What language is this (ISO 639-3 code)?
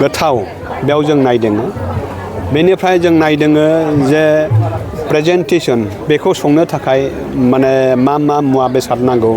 brx